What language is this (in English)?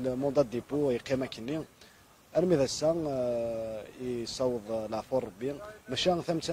Kabyle